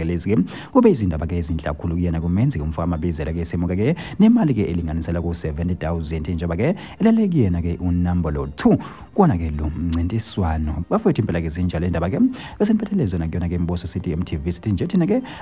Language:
Zulu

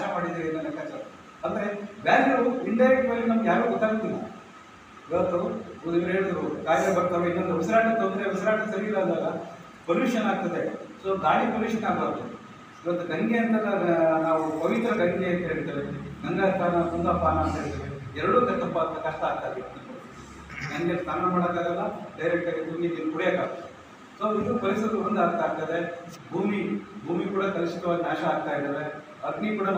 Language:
Kannada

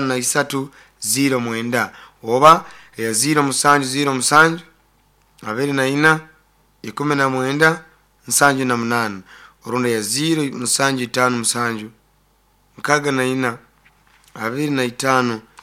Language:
Nyoro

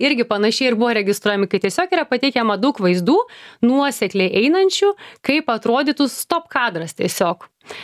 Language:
Lithuanian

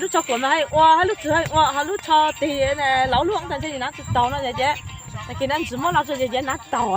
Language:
Hmong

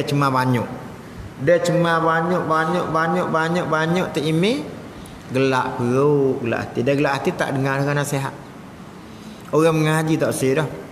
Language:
Malay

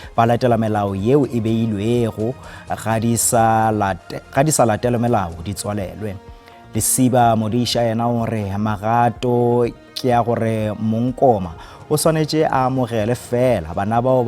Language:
Northern Sotho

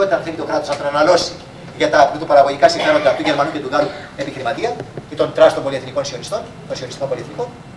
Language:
Greek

